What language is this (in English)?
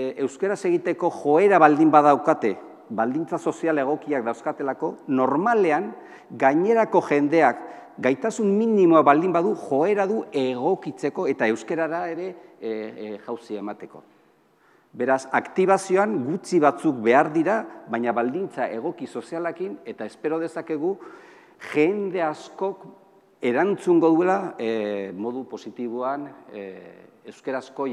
Basque